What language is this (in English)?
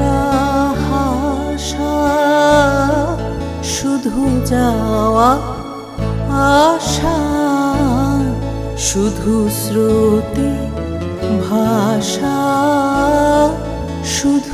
Bangla